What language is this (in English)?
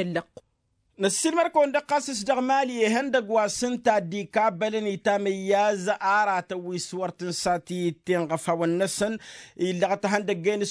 Tamasheq